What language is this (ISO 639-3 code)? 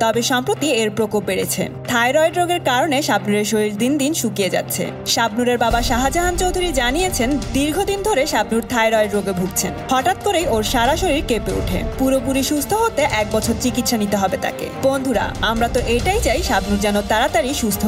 ben